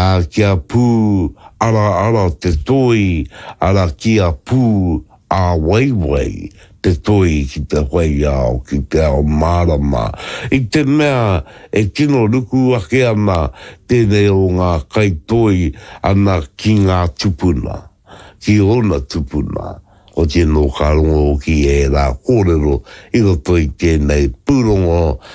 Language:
Māori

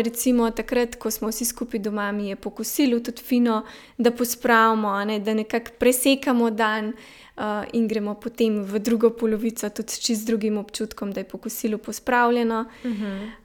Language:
Slovenian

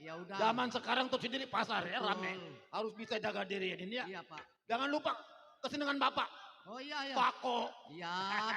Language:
Betawi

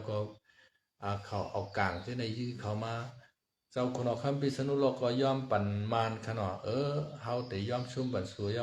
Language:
Shan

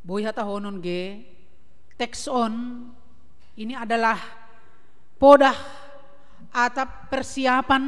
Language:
Batak Simalungun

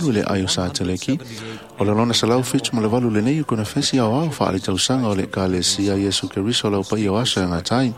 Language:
Samoan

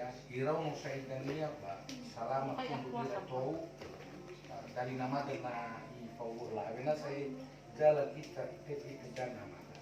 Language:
Nias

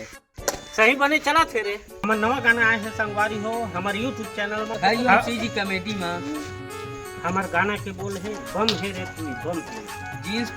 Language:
Chhattisgarhi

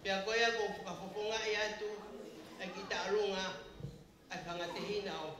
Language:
Tongan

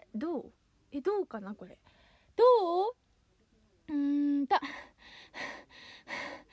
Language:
Japanese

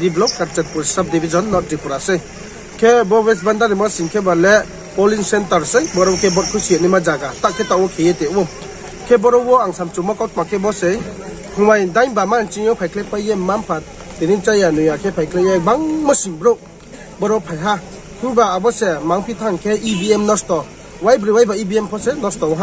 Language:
Riang (India)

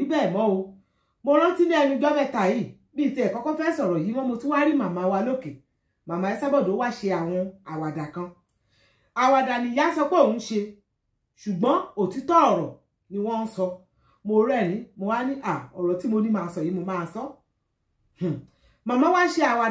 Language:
Yoruba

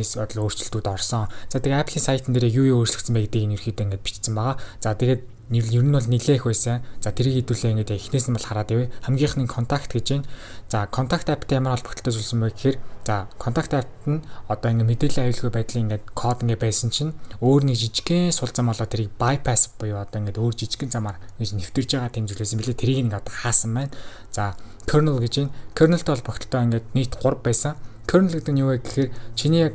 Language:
Mongolian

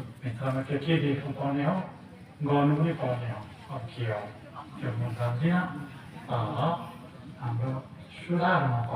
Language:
Nepali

